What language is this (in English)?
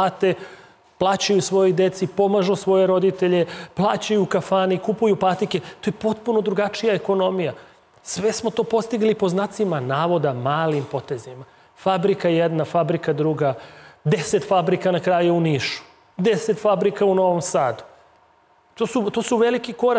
Serbian